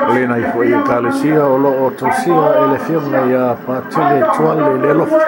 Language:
Samoan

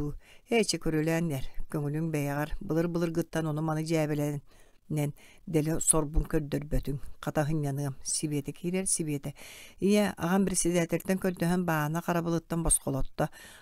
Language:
Yakut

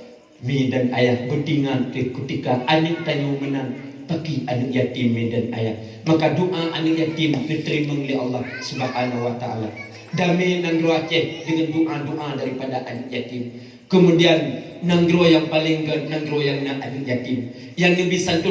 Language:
Achinese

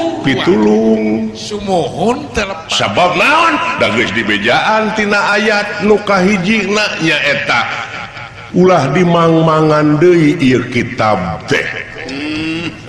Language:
Sundanese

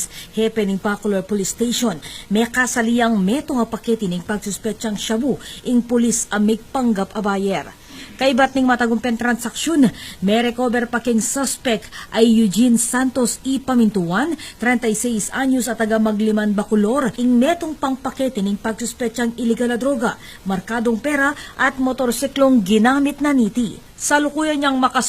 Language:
Pampanga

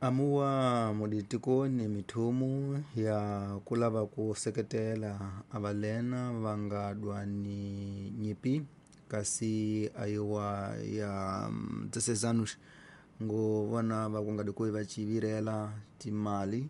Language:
Tsonga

